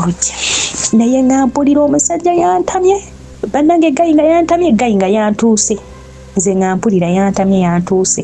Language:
Ganda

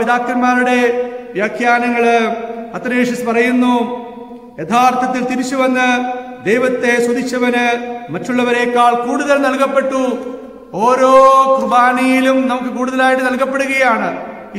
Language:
Malayalam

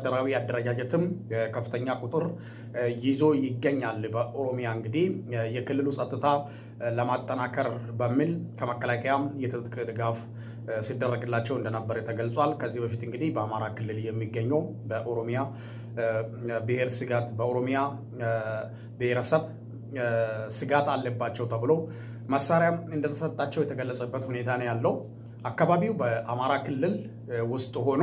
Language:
Amharic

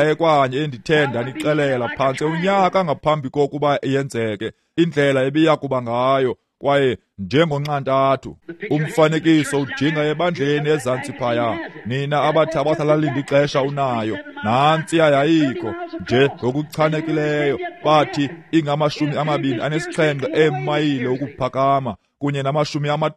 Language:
Xhosa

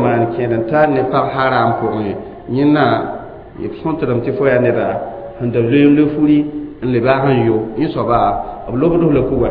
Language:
Mossi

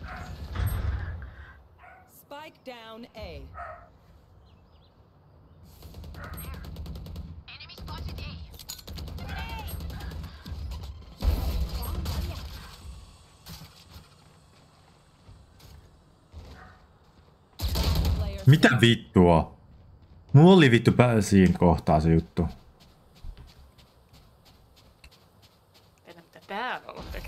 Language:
Finnish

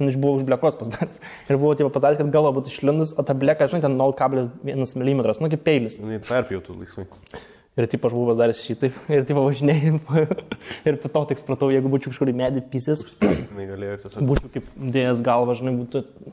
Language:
Lithuanian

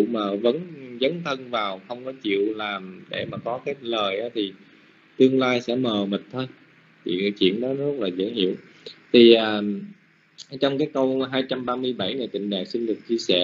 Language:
Vietnamese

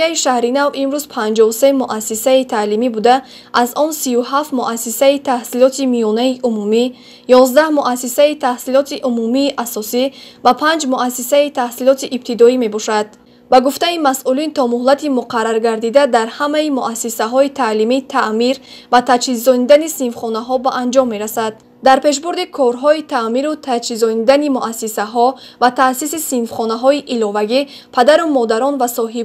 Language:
Tajik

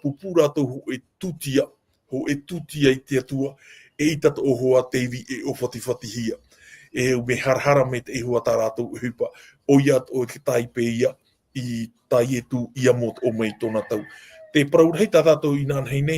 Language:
Tahitian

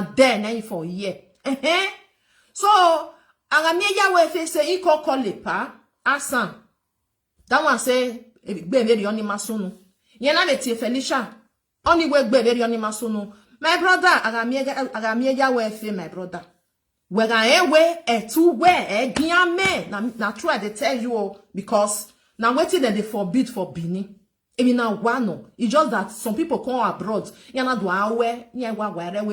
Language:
Nigerian Pidgin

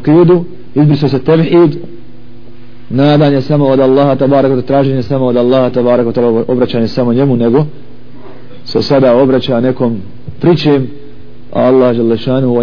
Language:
Bosnian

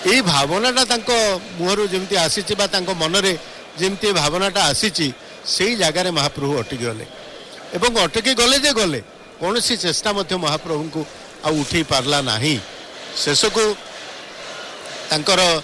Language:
Odia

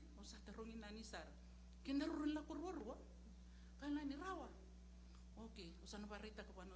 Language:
Fijian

